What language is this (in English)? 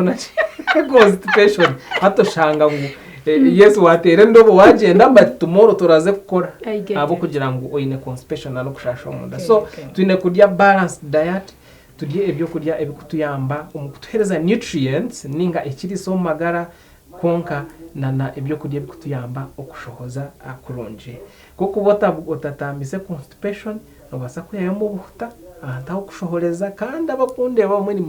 Nyankole